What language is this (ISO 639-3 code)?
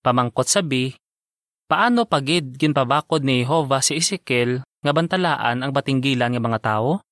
hil